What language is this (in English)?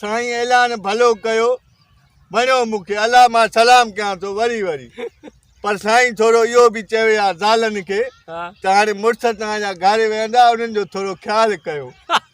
Sindhi